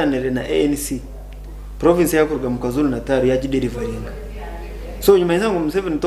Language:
Nyankole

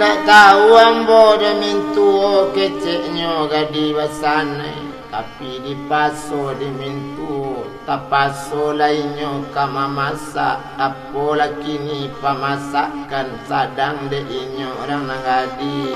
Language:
Minangkabau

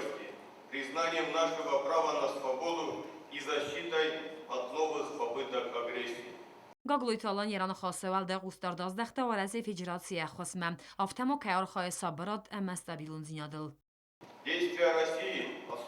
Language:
Ossetic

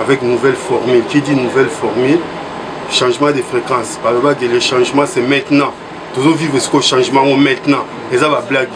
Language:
Lingala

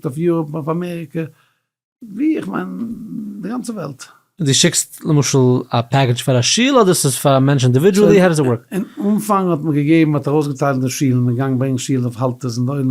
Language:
Yiddish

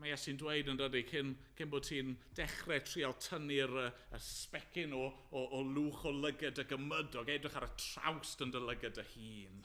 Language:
Welsh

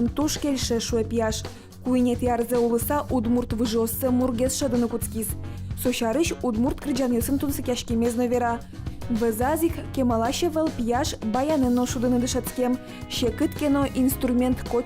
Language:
Udmurt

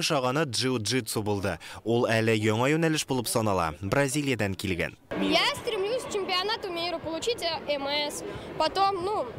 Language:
Tatar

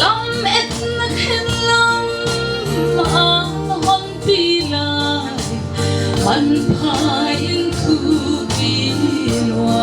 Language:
Paite Chin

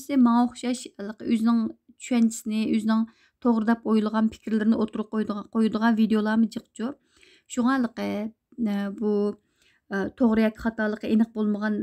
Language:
Uyghur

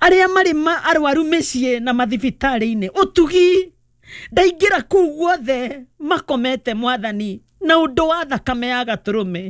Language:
Kikuyu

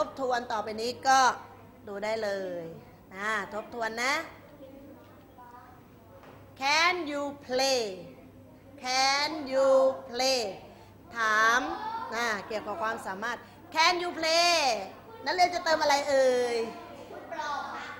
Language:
Thai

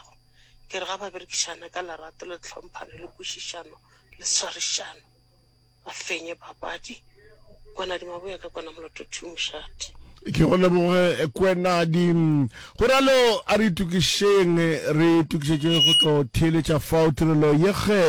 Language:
Northern Sotho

